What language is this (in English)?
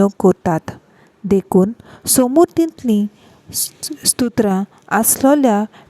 Konkani